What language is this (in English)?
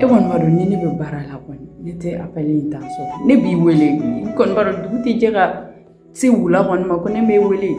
Bambara